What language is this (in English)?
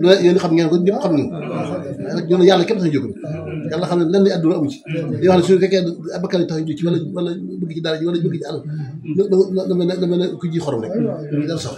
Wolof